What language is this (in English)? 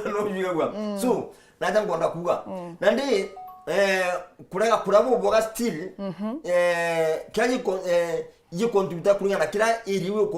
Meru